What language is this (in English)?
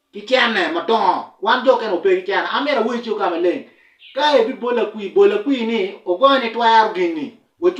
Acoli